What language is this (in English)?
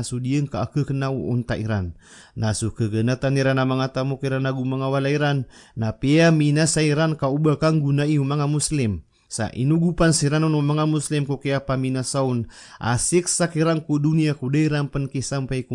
Maranao